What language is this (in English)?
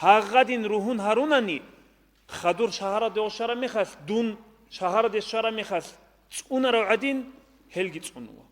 Avaric